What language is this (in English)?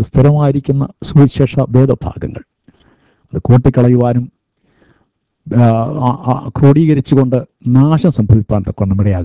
Malayalam